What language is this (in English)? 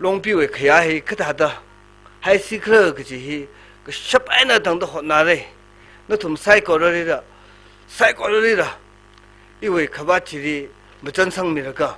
Tangkhul Naga (India)